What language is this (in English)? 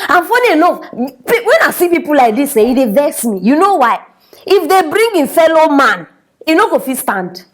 Nigerian Pidgin